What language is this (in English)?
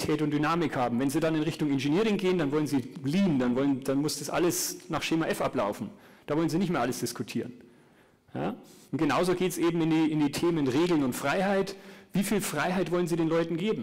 German